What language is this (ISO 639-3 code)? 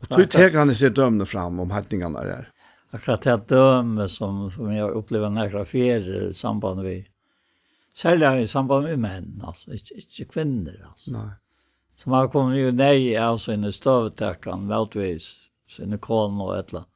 fao